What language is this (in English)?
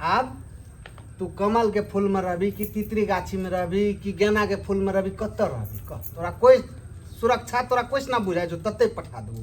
Maithili